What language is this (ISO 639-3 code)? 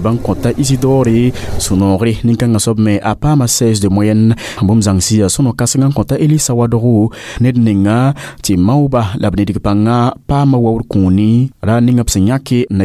mos